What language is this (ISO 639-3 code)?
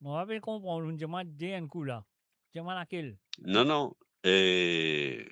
mfe